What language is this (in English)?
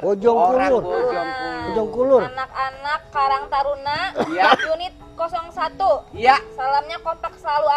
Betawi